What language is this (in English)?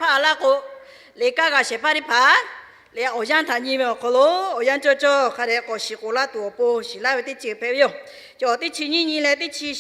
Lahu